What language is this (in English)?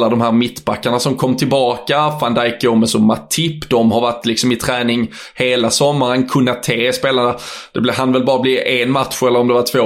Swedish